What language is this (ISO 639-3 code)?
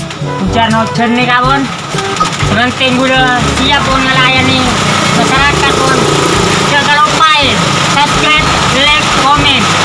mad